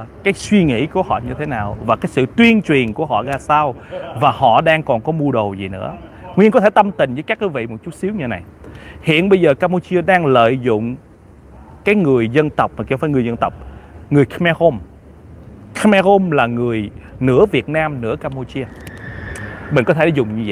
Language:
Vietnamese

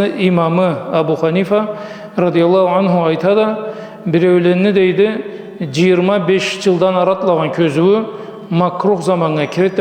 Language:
Karachay-Balkar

